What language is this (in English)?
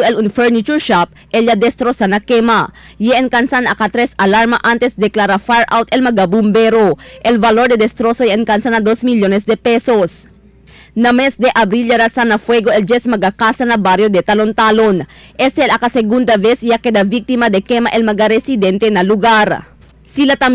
Chavacano